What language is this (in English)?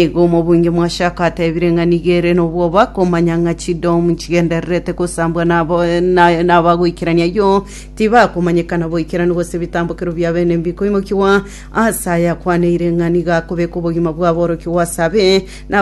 Gusii